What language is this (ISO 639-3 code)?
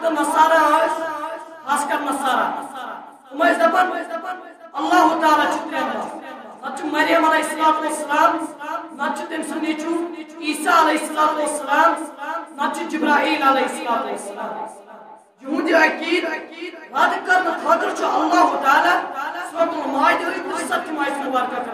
kas